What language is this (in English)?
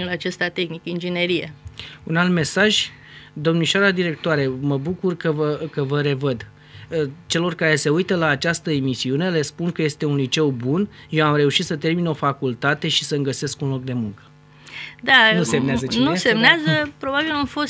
Romanian